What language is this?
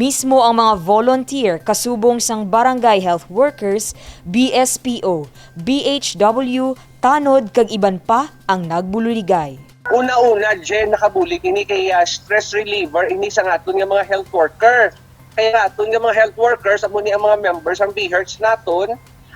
Hiligaynon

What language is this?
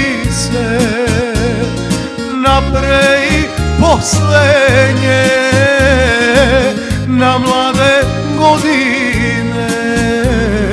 Serbian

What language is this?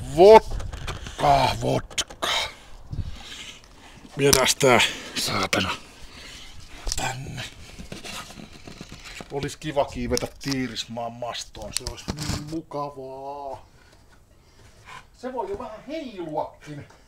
Finnish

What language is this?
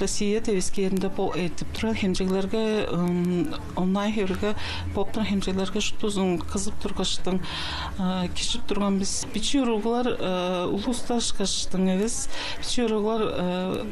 Tuvinian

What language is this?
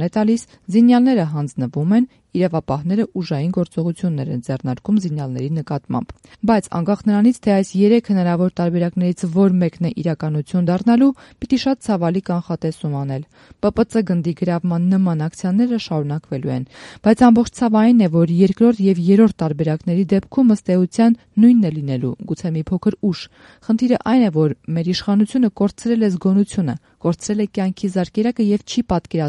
Armenian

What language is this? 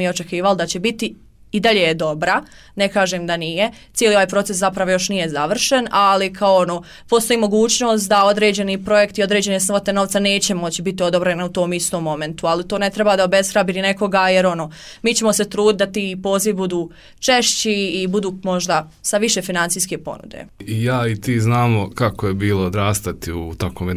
Bosnian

